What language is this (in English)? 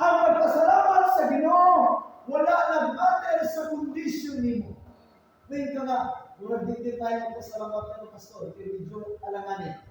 Cebuano